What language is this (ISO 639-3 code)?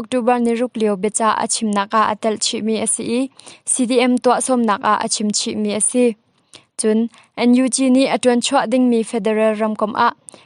cnh